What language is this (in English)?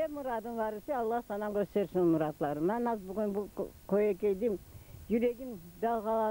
Crimean Tatar